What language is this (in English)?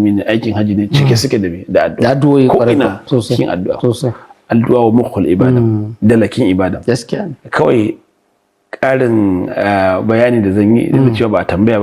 Hausa